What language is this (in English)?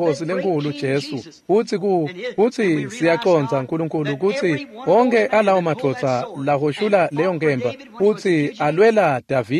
Swati